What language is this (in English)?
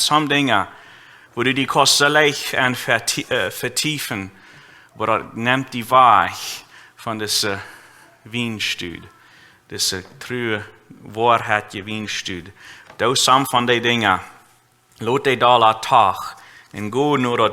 Plautdietsch